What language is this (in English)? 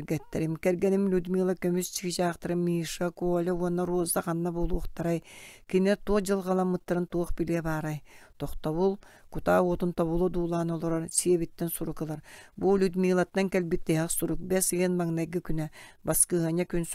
Yakut